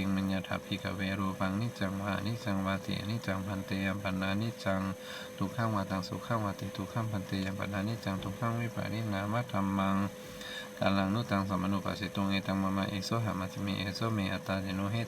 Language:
Pali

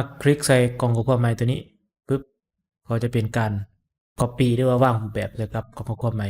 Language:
Lao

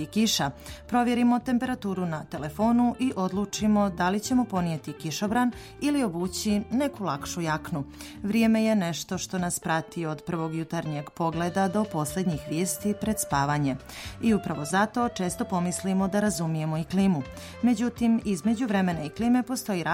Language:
Bosnian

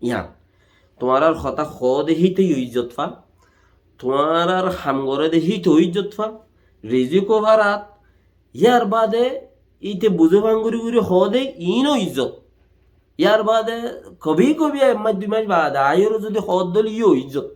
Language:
Rohingya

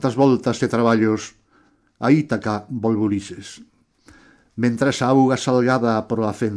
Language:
Galician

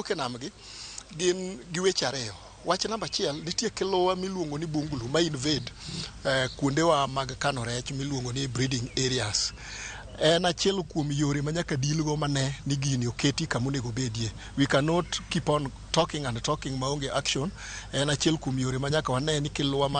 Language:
Luo (Kenya and Tanzania)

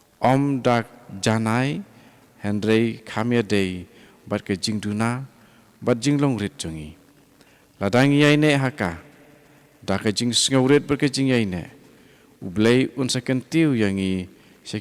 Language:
Khasi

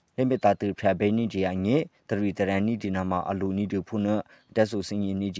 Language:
Burmese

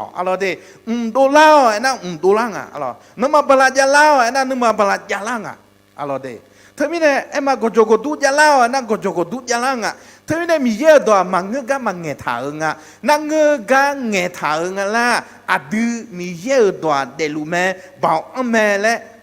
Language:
Akha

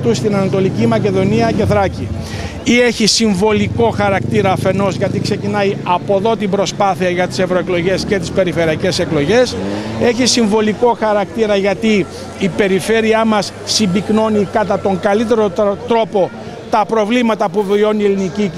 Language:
Greek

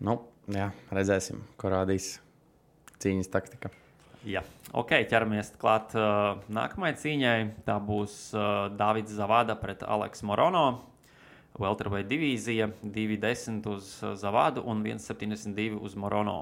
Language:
Latvian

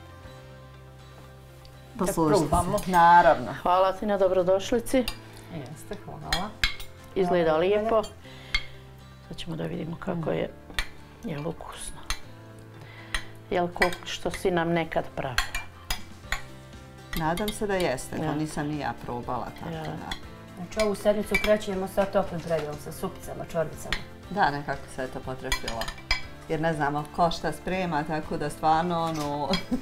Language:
Bosnian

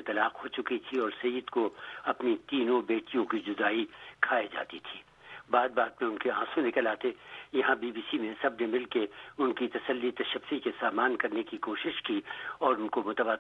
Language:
Urdu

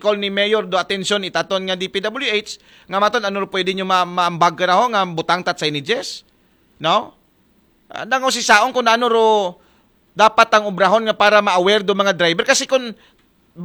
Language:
Aklanon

